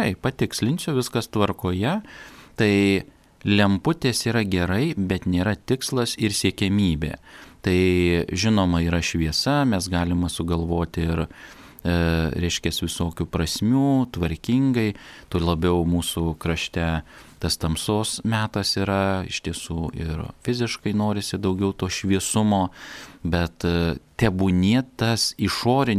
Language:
Lithuanian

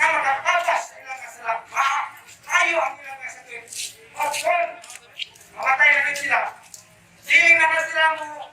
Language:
Cebuano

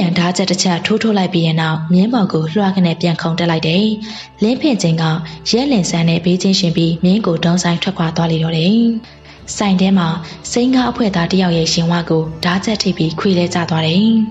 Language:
Burmese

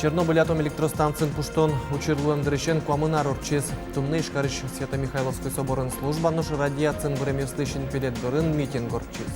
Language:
Udmurt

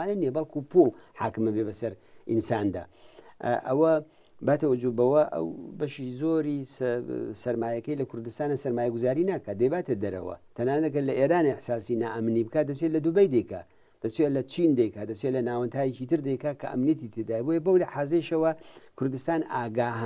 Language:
Central Kurdish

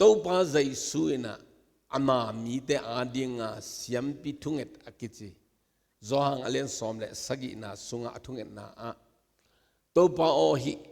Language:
Tedim Chin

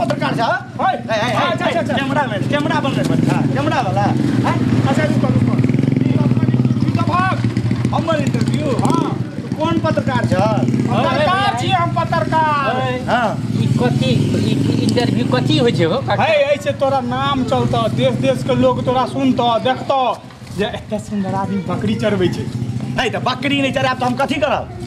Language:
Maithili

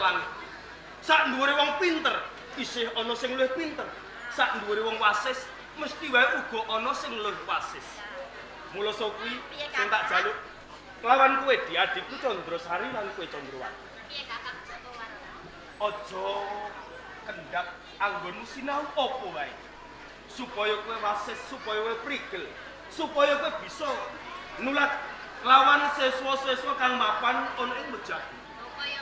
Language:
Javanese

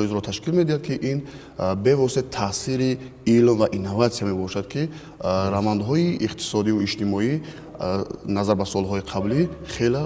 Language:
Tajik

